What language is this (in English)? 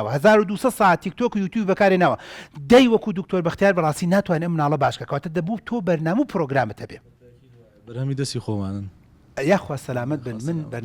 Central Kurdish